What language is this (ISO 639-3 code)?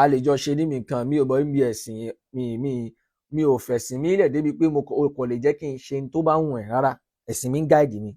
yor